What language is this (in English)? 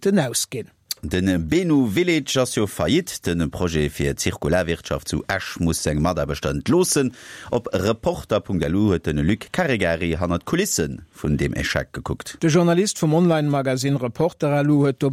Luxembourgish